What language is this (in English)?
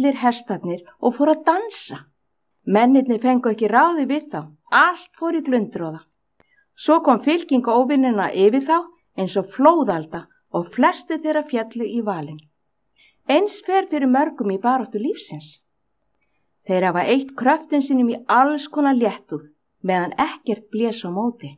Icelandic